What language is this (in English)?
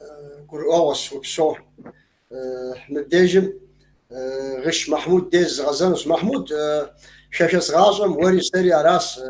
Kabardian